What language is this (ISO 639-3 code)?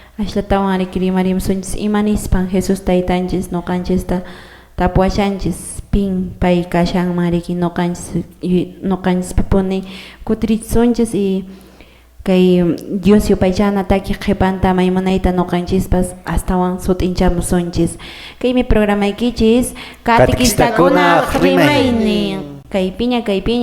que